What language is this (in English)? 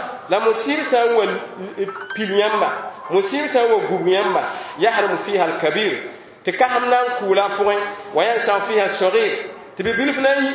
Mossi